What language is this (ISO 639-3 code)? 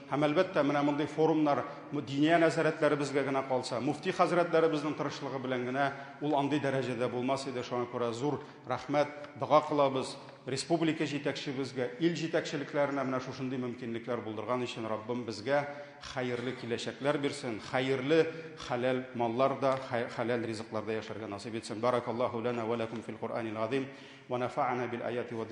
tat